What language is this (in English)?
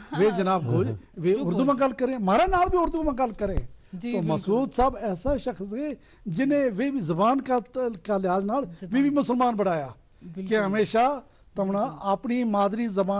Gujari